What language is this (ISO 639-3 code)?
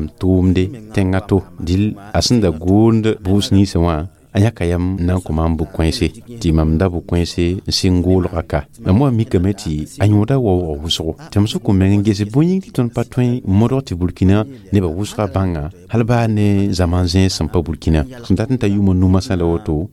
mos